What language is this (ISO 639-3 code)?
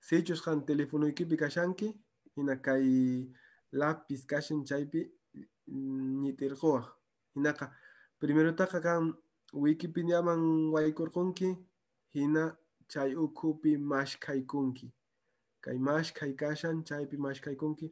que